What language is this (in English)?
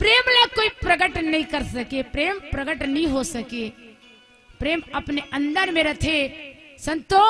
Chhattisgarhi